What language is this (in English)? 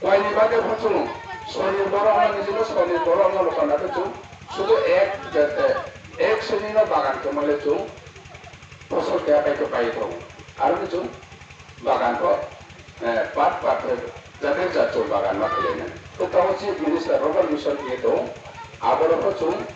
Riang (India)